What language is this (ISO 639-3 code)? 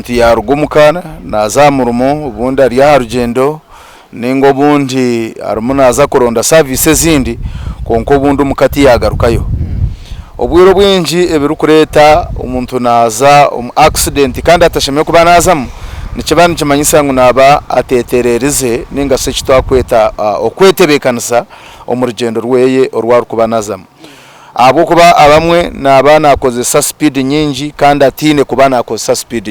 nyn